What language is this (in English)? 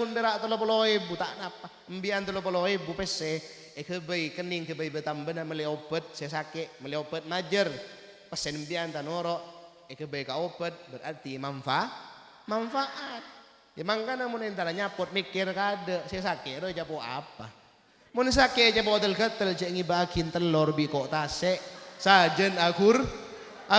Madurese